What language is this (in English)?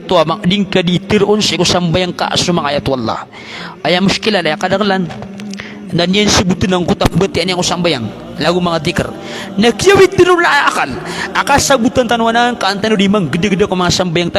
Maranao